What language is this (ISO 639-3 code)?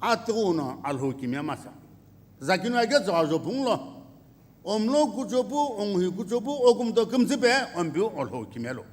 nsm